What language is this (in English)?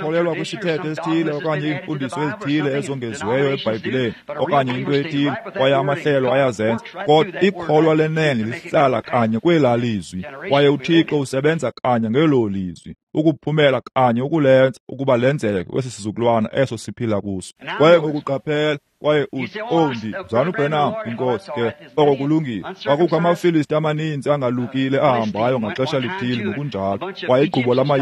Xhosa